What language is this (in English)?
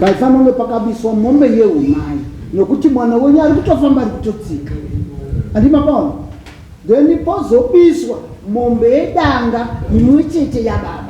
Shona